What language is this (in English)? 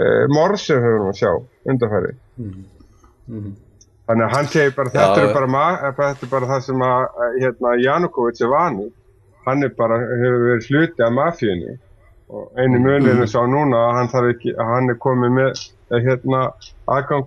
Icelandic